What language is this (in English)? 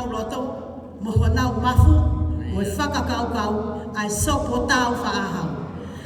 Tongan